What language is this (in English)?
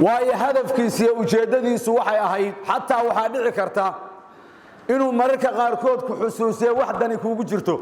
Somali